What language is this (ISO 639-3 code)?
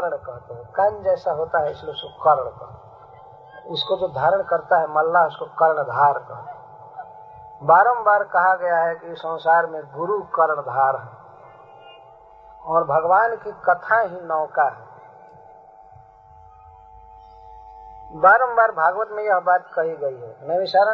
hin